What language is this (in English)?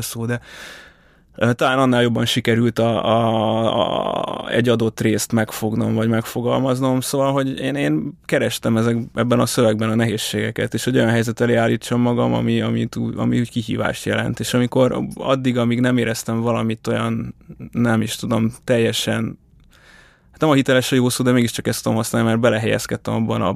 Hungarian